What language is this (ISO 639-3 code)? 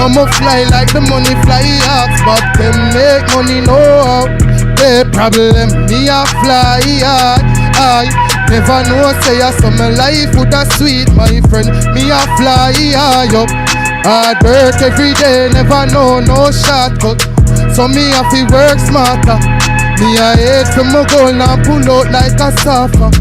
jam